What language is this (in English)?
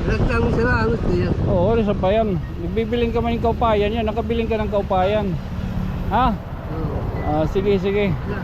Waray